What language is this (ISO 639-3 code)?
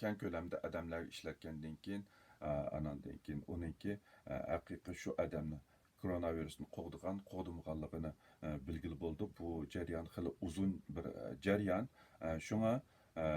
uig